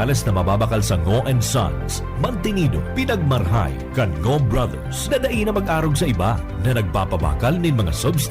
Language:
Bikol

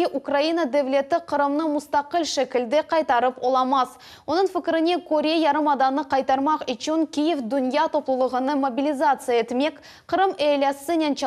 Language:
Crimean Tatar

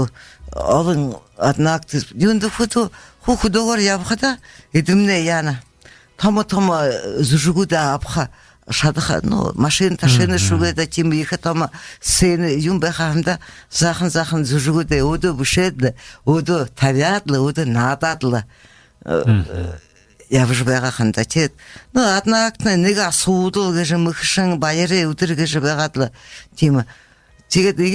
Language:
Buriat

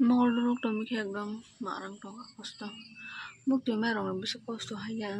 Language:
Kok Borok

